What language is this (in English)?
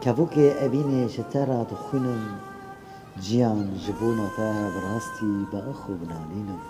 Kurdish